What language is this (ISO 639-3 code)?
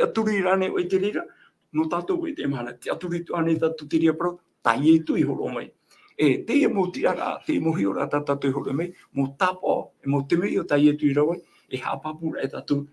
tah